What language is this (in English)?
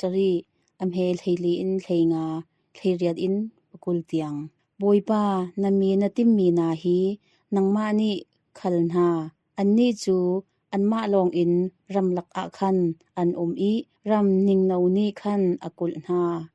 Hakha Chin